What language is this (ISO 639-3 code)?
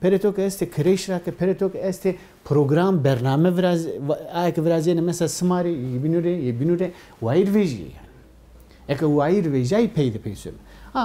zza